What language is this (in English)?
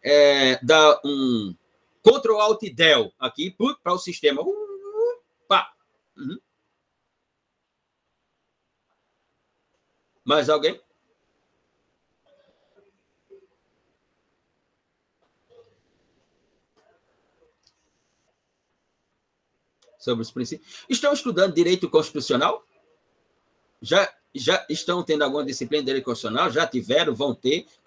Portuguese